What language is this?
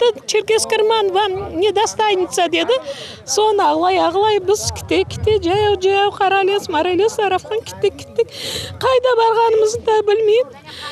Crimean Tatar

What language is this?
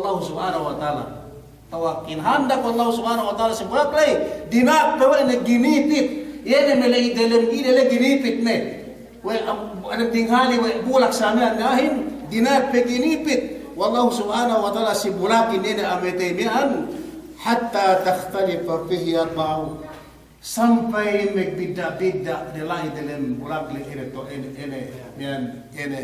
Yakan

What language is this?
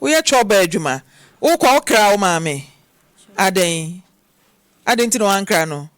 Akan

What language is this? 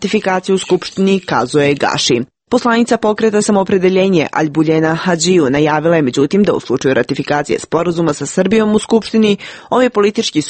Serbian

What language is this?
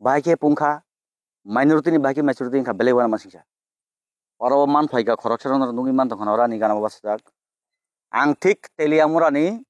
Kok Borok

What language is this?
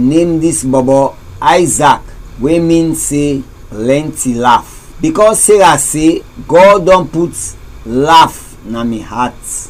Krio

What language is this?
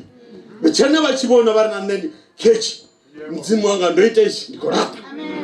Venda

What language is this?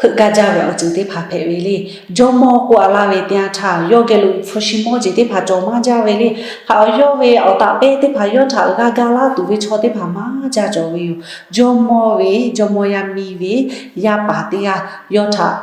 Lahu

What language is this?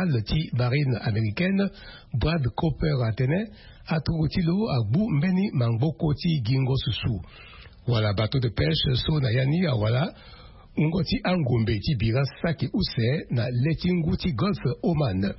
Sango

